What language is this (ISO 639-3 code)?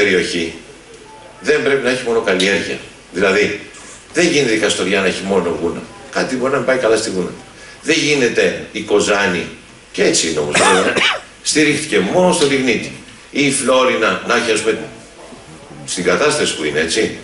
ell